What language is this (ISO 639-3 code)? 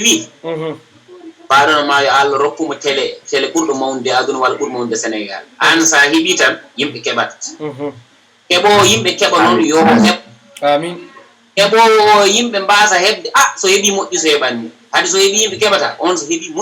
ful